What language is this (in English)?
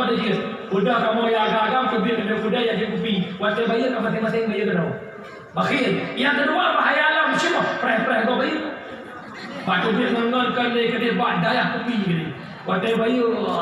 Achinese